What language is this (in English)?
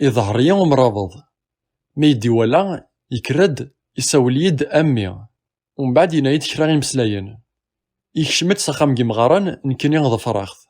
Kabyle